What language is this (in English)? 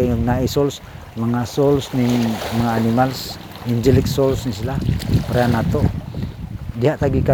Cebuano